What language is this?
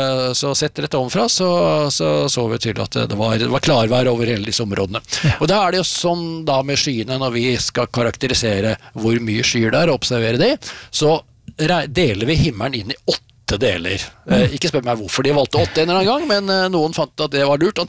Norwegian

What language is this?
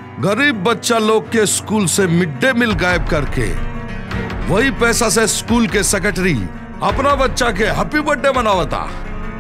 Bhojpuri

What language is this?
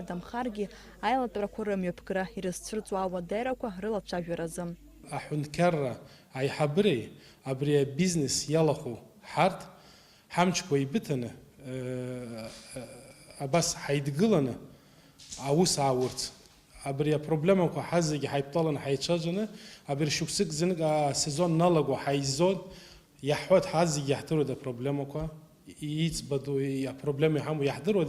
Abkhazian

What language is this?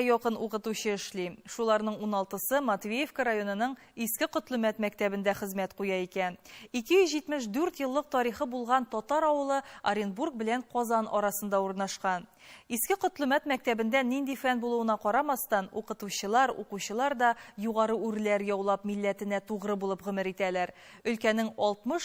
Tatar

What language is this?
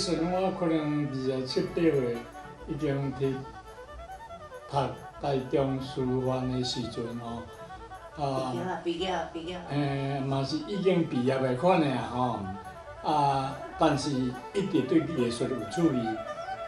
Min Nan Chinese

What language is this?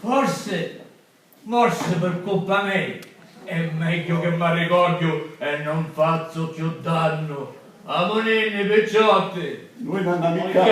Sicilian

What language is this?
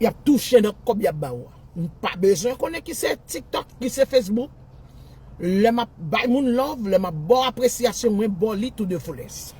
Haitian Creole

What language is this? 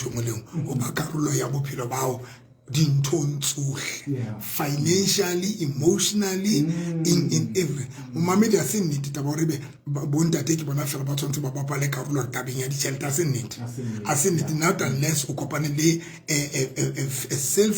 Southern Sotho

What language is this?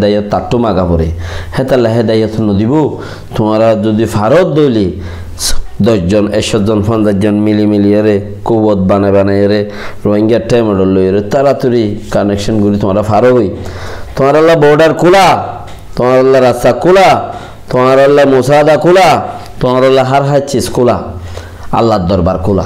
Rohingya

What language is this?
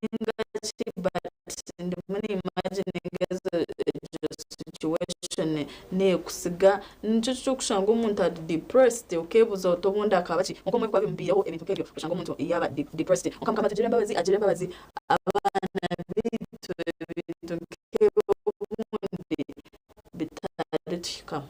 Nyankole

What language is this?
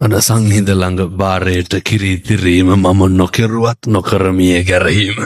Sinhala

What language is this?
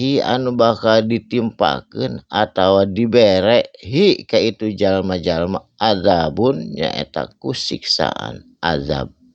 Sundanese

